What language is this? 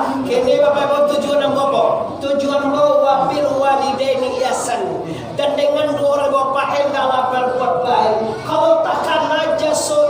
Minangkabau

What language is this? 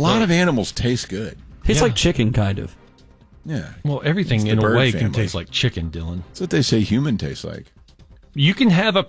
English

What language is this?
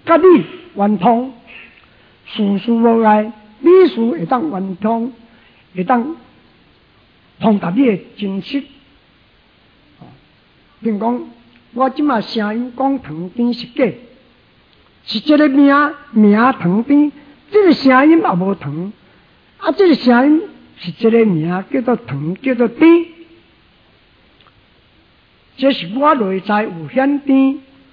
Min Nan Chinese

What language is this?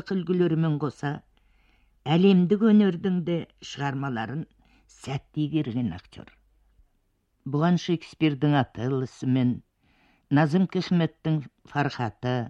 Kazakh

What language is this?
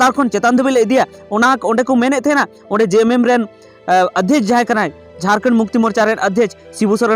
Santali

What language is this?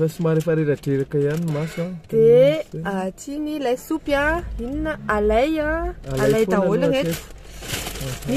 Malagasy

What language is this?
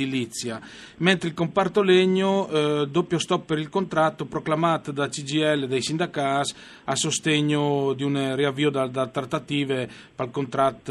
Friulian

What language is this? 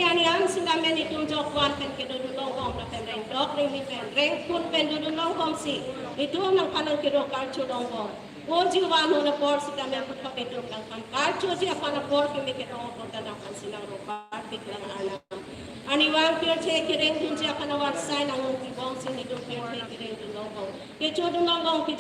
Karbi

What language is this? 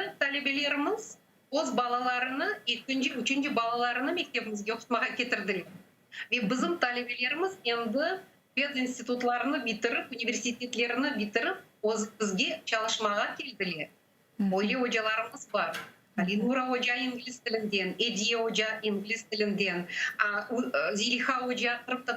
Crimean Tatar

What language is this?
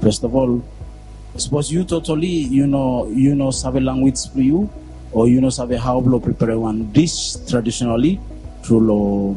Bislama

